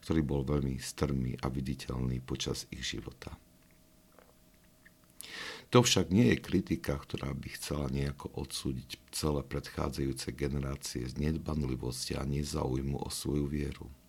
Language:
Slovak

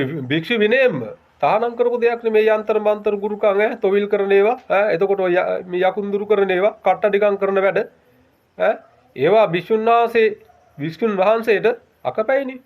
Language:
Sinhala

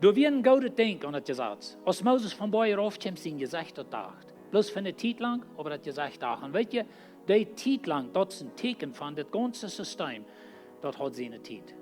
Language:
Plautdietsch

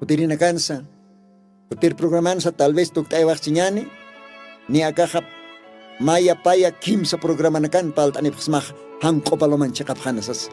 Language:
Aymara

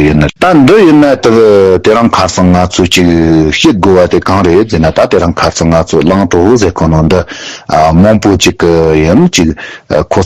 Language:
Tibetan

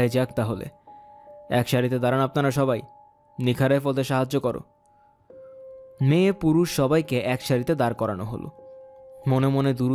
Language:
Bangla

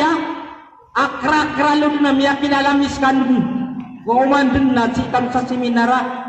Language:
Maranao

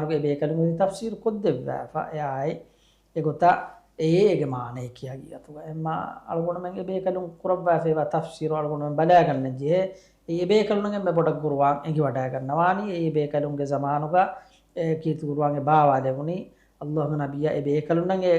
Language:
Divehi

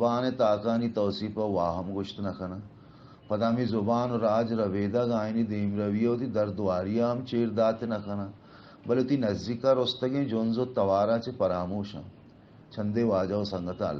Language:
Baluchi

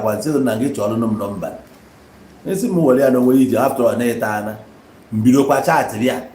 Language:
Igbo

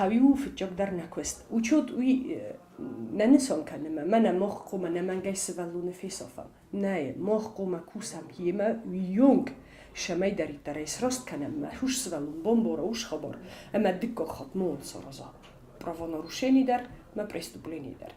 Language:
Ossetic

